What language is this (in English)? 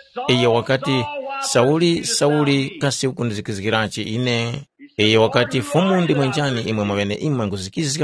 Tumbuka